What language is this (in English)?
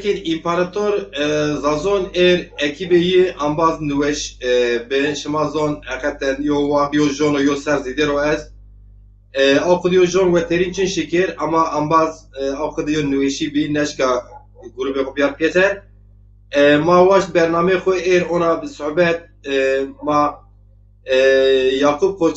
Zaza